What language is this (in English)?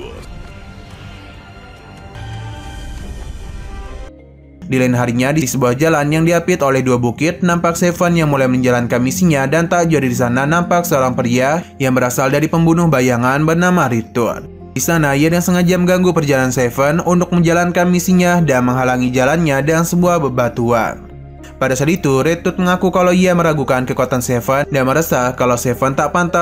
Indonesian